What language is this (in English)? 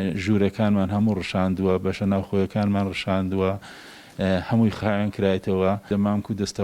Central Kurdish